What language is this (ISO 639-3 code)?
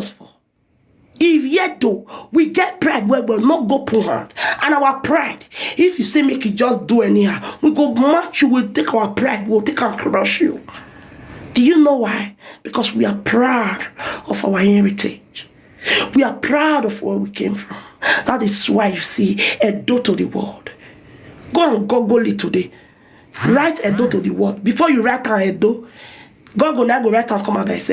pcm